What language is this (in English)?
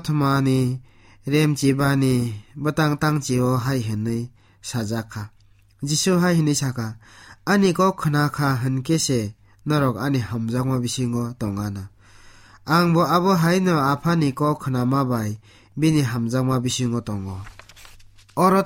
Kok Borok